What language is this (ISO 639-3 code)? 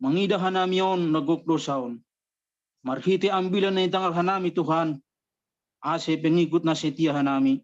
bts